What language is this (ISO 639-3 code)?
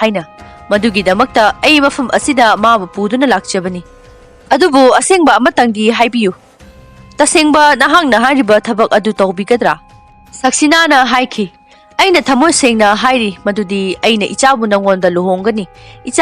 mni